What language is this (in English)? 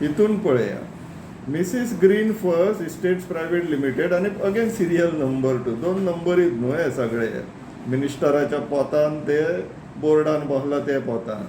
Konkani